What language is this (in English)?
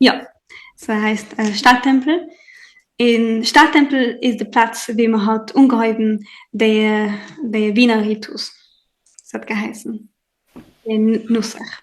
Yiddish